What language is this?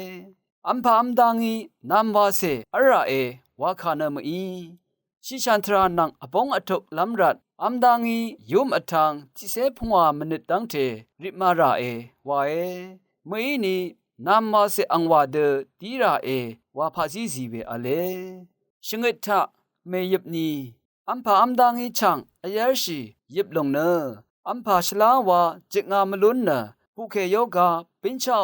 Rawang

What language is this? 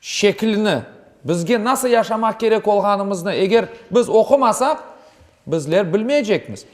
Crimean Tatar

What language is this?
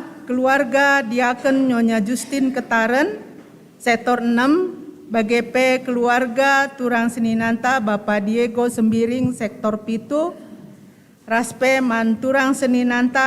Batak Karo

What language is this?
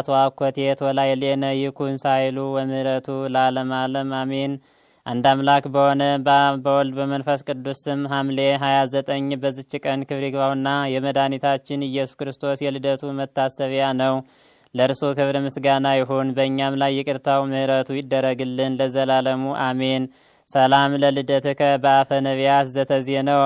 Amharic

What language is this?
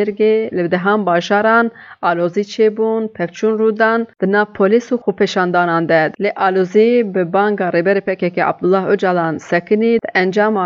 Kurdish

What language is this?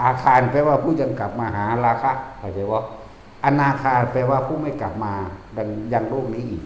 Northeastern Thai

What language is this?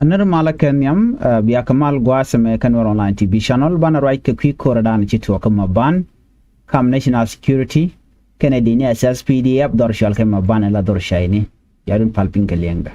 Nuer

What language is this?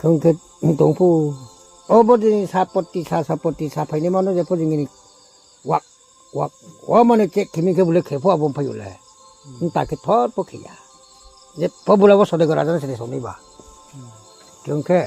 Riang (India)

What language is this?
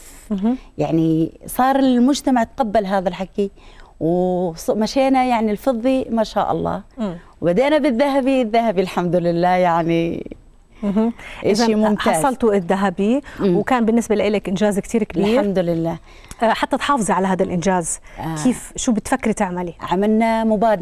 South Levantine Arabic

